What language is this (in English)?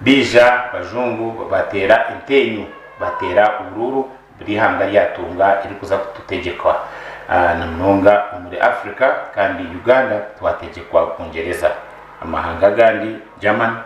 Nyankole